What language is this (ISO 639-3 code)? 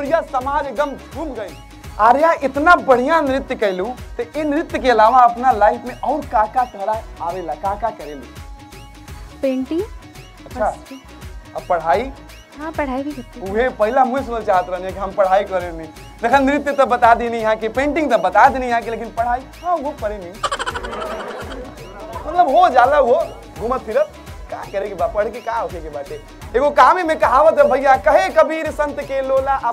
bho